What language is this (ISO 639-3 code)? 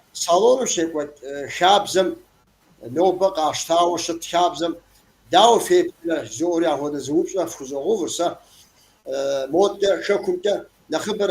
kbd